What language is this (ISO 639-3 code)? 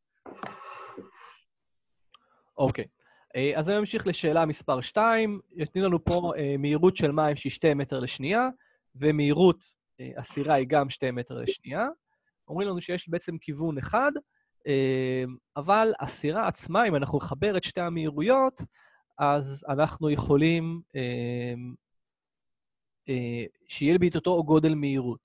heb